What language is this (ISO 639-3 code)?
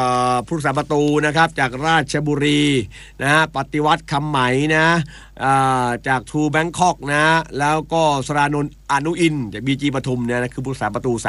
tha